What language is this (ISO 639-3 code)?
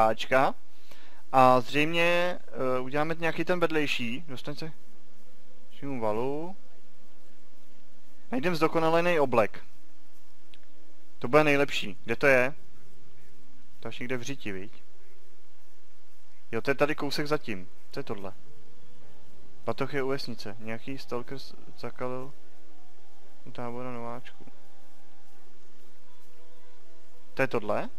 ces